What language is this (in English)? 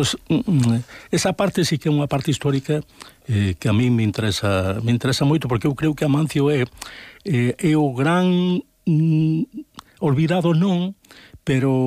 Galician